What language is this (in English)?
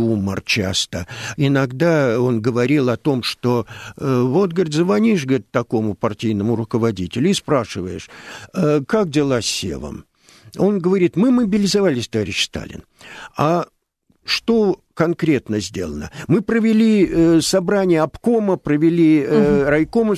Russian